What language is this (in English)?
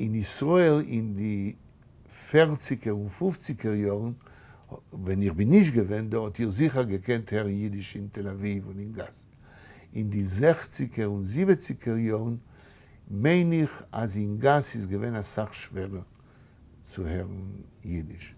Yiddish